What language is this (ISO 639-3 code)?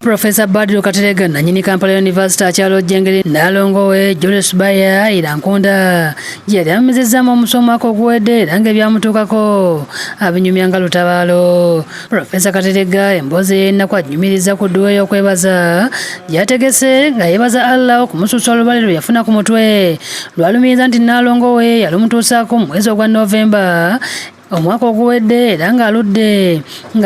lug